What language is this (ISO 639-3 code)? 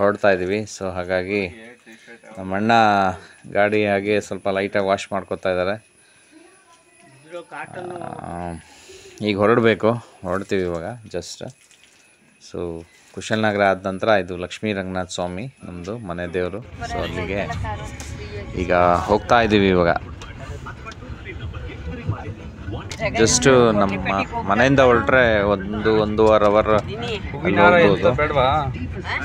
kan